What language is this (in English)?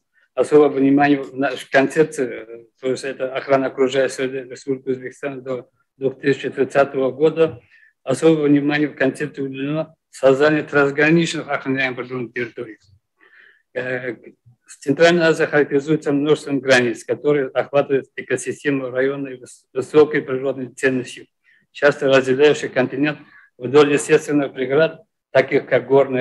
Russian